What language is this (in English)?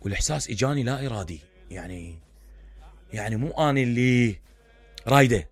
Mesopotamian Arabic